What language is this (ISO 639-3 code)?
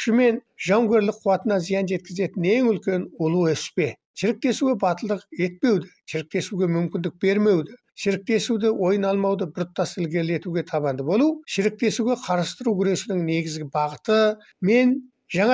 kaz